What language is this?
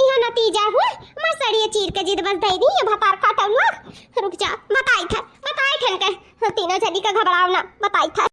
Awadhi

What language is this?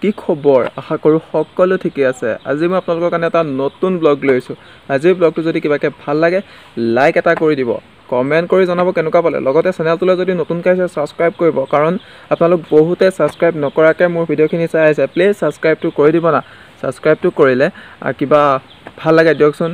Assamese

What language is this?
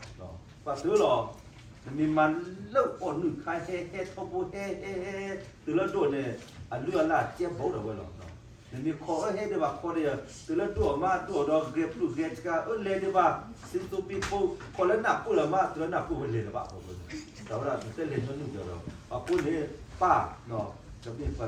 S'gaw Karen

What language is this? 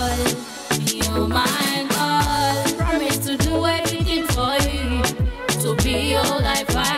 Nyoro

